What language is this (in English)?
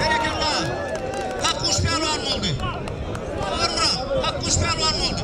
Turkmen